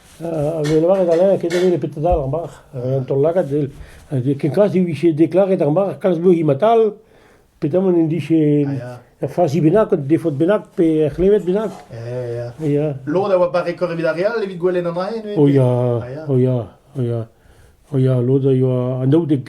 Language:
Breton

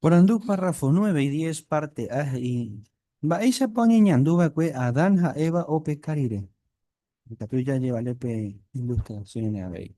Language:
Guarani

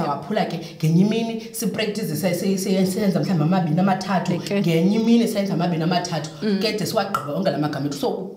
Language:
Xhosa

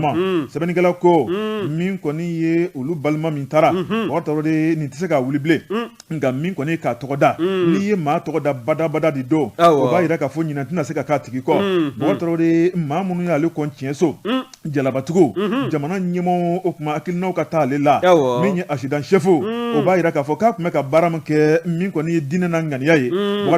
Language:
Bambara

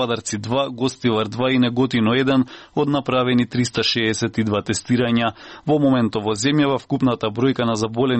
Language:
Macedonian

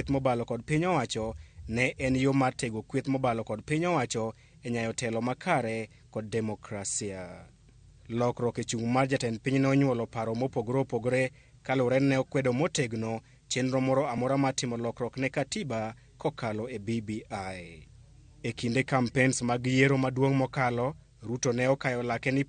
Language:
Luo (Kenya and Tanzania)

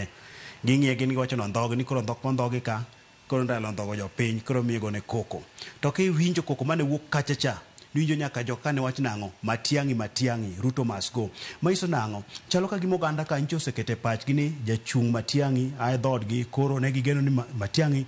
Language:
Luo (Kenya and Tanzania)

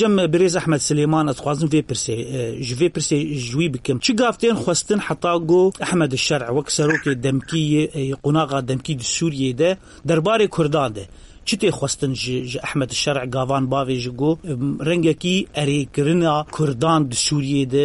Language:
Kurdish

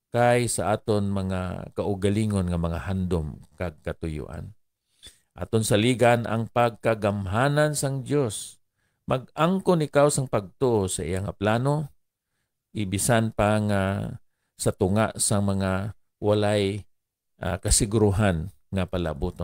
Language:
Hiligaynon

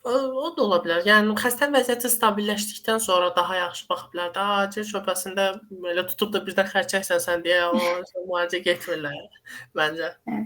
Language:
Azerbaijani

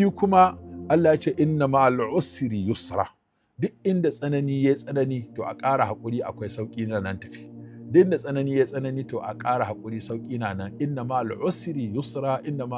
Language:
Hausa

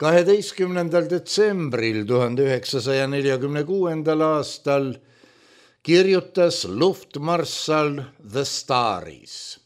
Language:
Estonian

